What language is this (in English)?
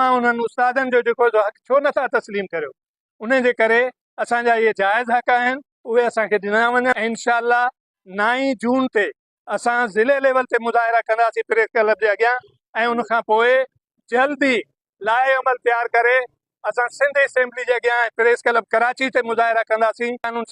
Sindhi